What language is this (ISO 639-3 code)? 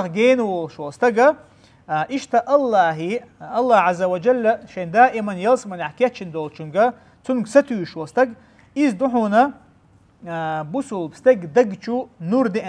che